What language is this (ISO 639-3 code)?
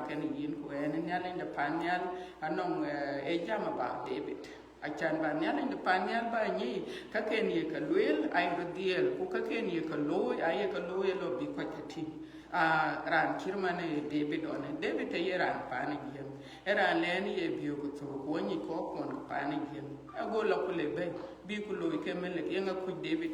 din